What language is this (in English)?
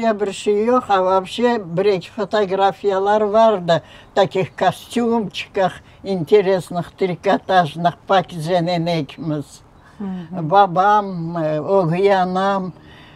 Crimean Tatar